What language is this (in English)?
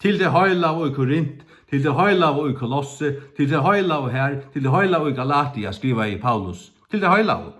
Faroese